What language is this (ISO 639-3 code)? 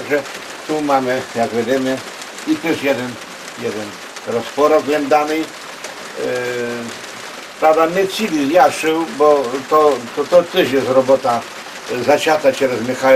rue